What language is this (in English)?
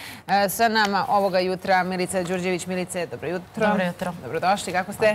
Serbian